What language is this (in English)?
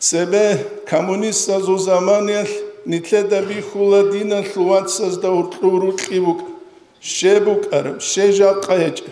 Avaric